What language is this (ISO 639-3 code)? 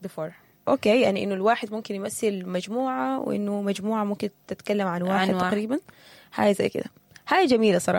apd